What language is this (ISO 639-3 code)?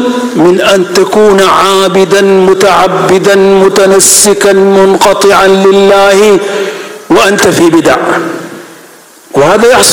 ara